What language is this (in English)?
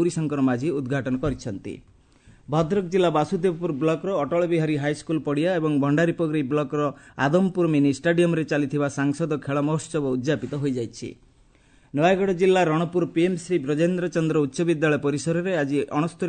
Odia